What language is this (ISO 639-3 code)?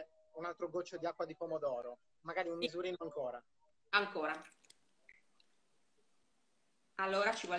ita